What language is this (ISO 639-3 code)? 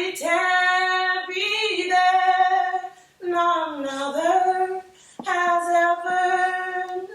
jam